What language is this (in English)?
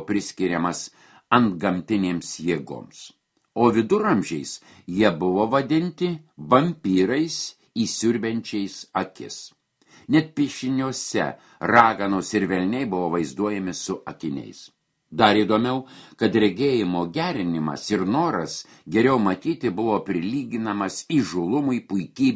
Lithuanian